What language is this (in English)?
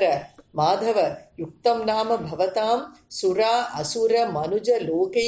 Sanskrit